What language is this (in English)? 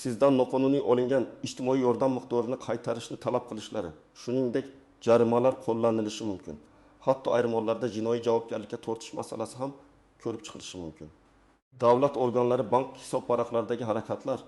Uzbek